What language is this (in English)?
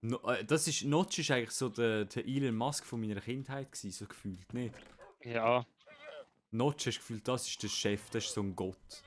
Swiss German